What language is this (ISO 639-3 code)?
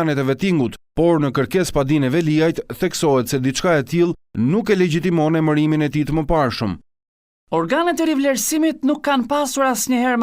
sqi